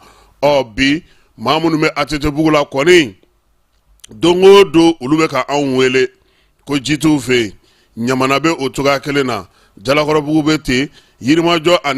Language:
Bambara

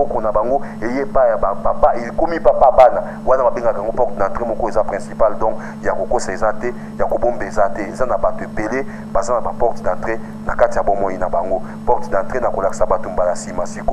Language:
Lingala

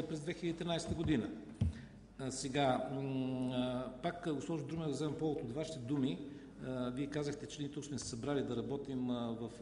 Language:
Bulgarian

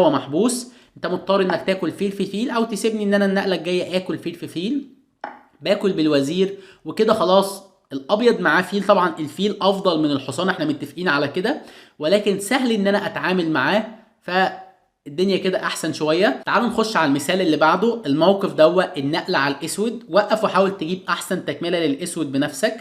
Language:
Egyptian Arabic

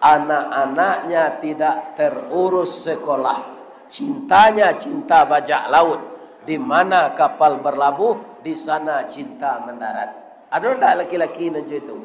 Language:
Minangkabau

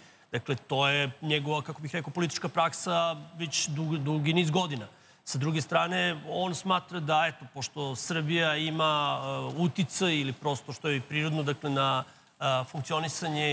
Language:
Serbian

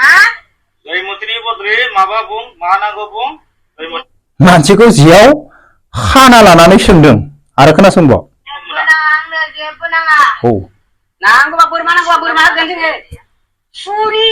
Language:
Bodo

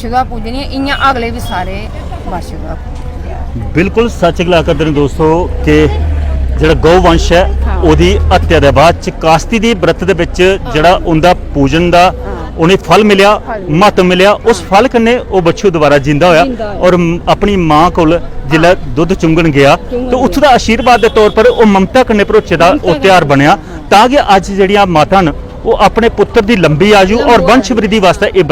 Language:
Dogri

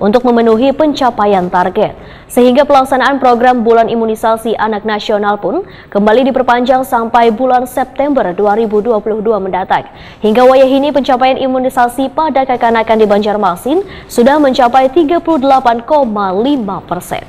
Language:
Banjar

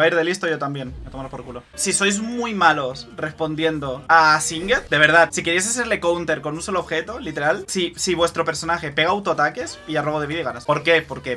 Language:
Spanish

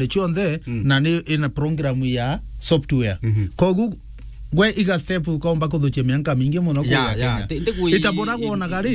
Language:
Meru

